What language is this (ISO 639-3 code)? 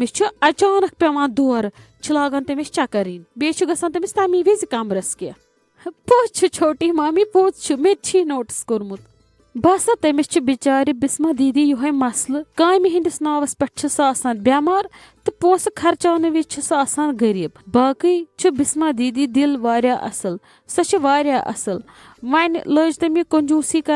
kas